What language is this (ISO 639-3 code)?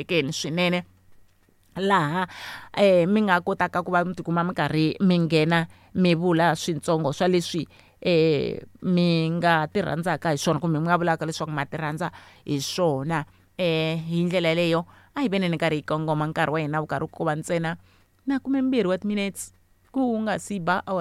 tso